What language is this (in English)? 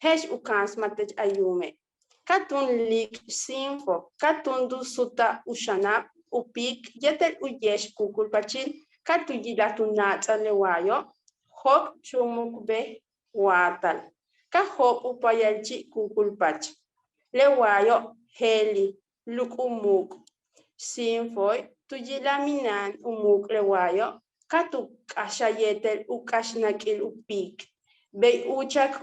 Yucateco